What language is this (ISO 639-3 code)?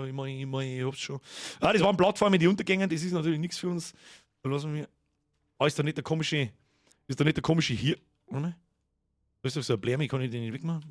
bar